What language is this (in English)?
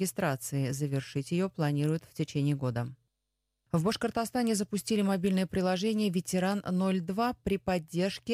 Russian